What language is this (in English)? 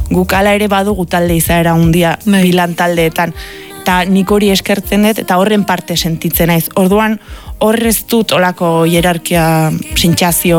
Basque